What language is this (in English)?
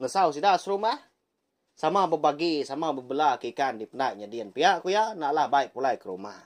Iban